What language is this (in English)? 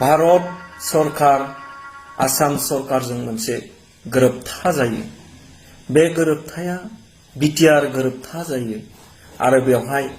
Bodo